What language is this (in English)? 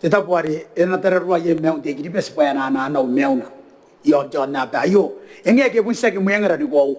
Gilbertese